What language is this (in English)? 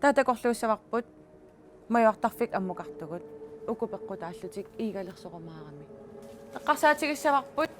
Kalaallisut